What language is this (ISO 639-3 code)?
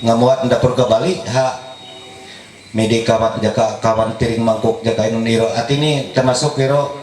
mhy